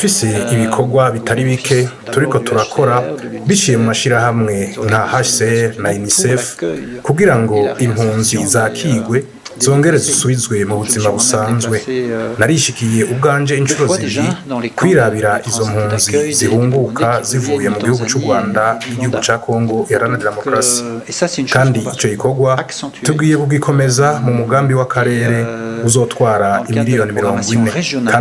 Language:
Rundi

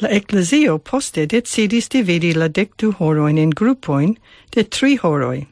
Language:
Esperanto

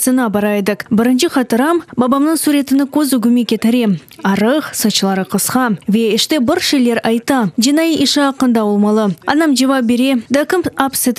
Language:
Crimean Tatar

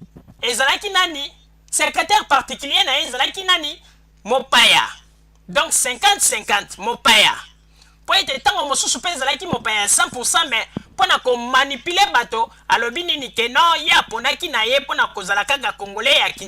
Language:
Lingala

